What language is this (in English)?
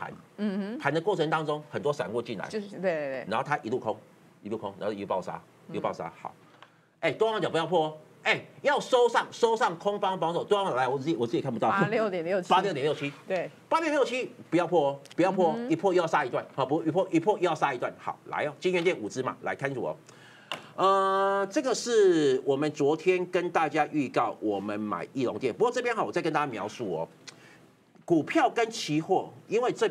Chinese